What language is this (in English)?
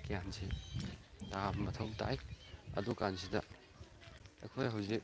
Manipuri